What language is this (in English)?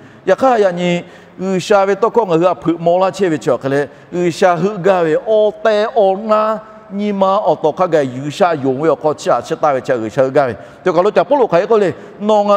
Lahu